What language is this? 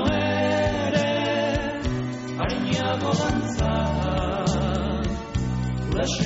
Basque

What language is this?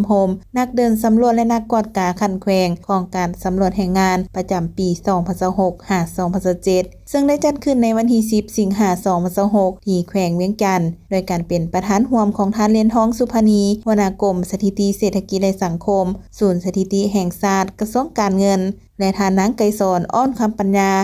Lao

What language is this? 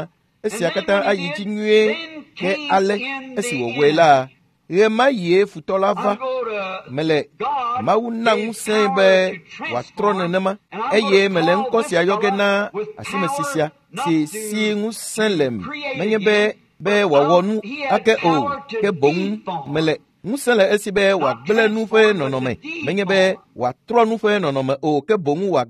Ewe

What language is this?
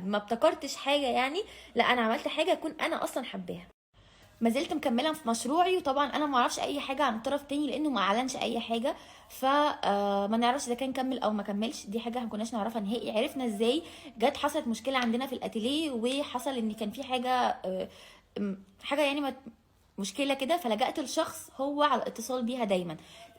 Egyptian Arabic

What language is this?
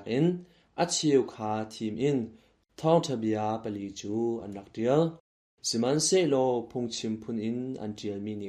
Hakha Chin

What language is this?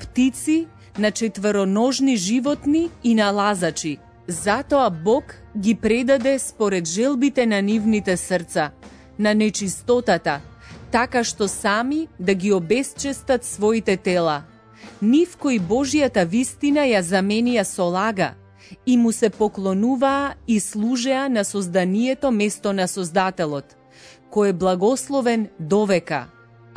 Macedonian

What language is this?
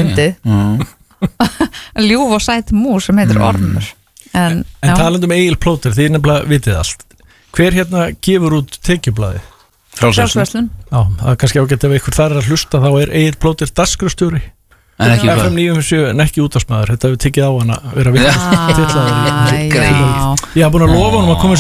Icelandic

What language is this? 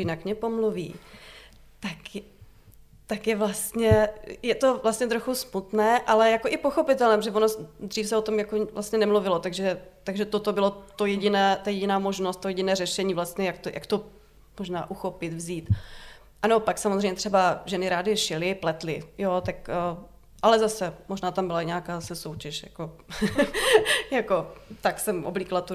Czech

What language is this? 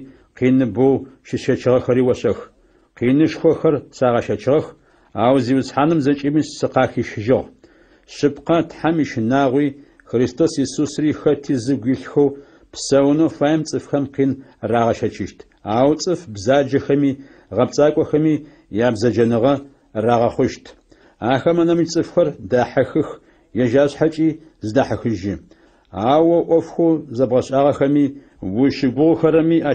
Adyghe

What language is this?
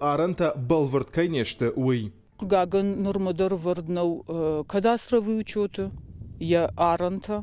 Ossetic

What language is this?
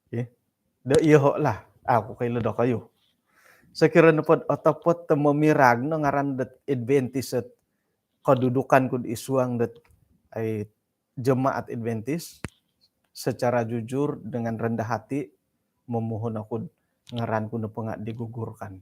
Central Dusun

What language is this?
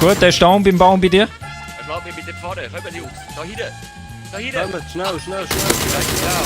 Swiss German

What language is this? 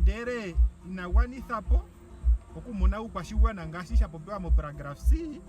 Ndonga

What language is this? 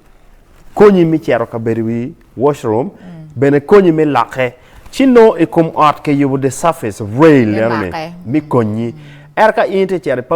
Acoli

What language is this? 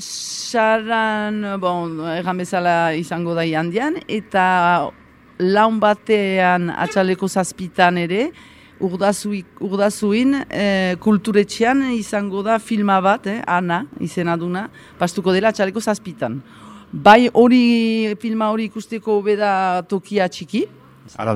Basque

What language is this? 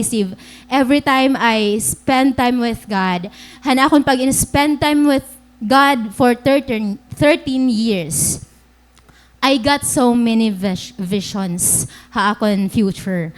Waray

